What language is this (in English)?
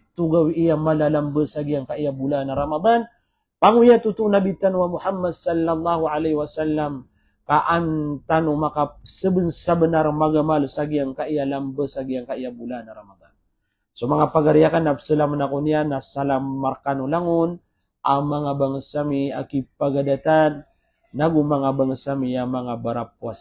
Maranao